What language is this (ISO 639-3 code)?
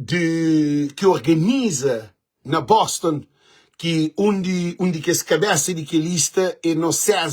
kea